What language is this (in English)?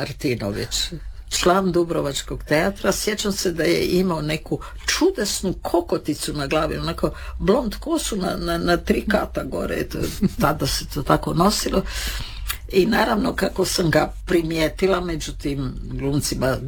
Croatian